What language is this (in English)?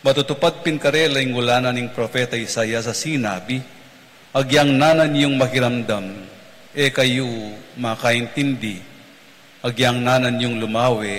Pampanga